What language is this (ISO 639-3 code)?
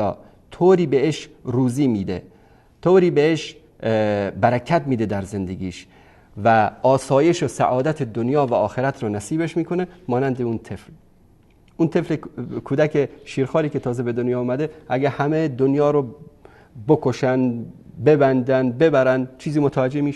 fas